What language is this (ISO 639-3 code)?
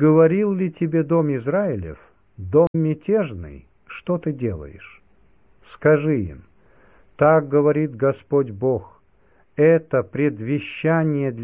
rus